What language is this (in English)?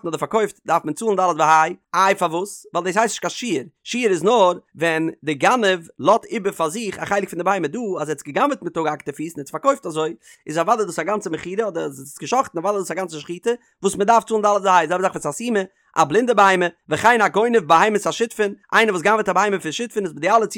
Yiddish